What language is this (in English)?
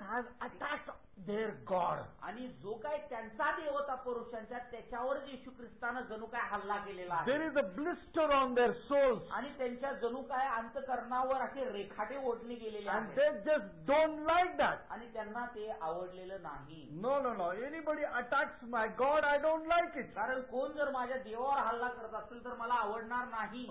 Marathi